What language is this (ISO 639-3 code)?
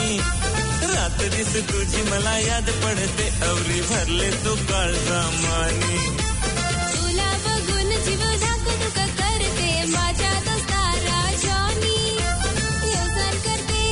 mar